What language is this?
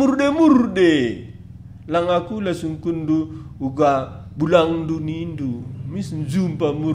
Batak Karo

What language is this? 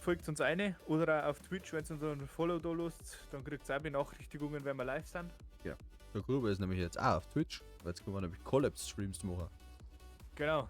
Bavarian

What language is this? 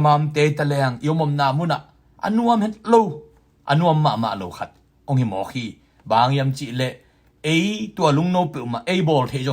Tedim Chin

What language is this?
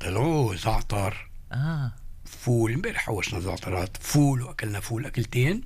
North Levantine Arabic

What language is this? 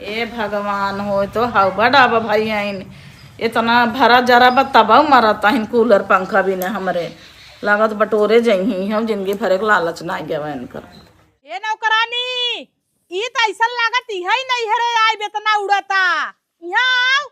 Awadhi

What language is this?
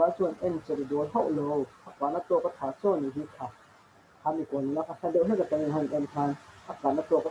Mizo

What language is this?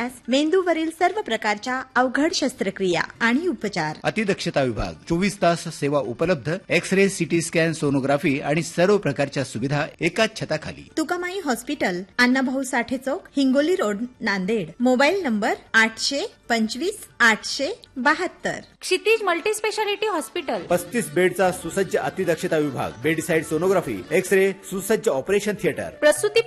Marathi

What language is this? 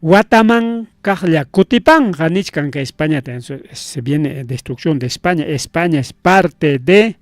Ayacucho Quechua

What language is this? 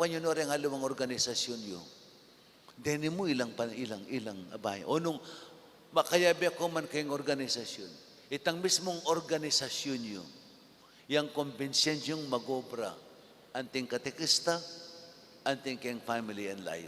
Pampanga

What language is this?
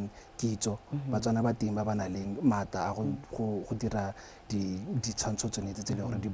Tswana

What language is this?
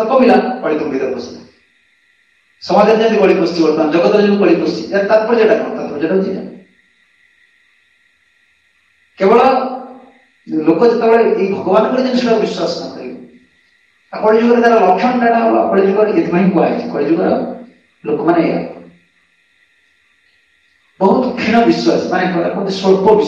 Odia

